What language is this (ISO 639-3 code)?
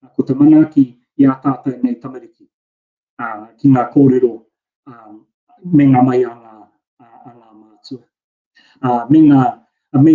mri